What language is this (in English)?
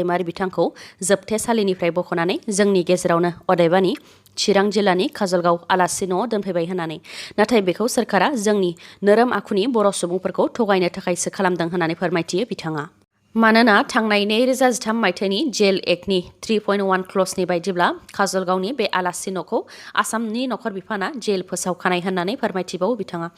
Bodo